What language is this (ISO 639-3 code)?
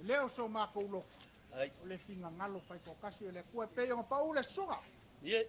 smo